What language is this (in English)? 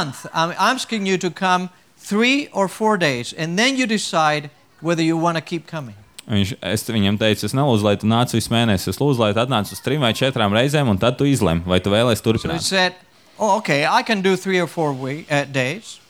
Latvian